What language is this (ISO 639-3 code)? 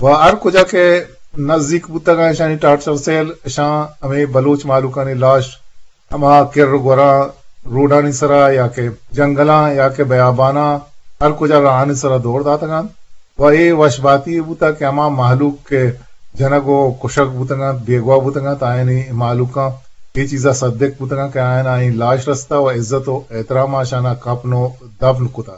bgp